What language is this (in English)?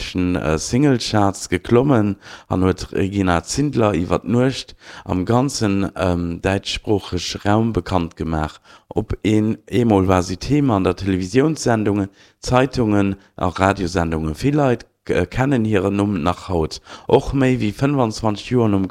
Luxembourgish